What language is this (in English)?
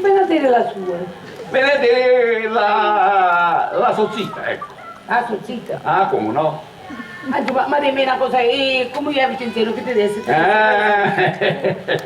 Sicilian